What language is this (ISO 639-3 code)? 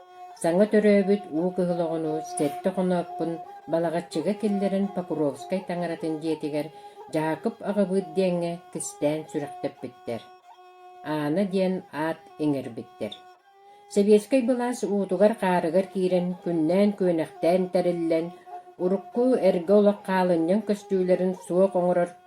sah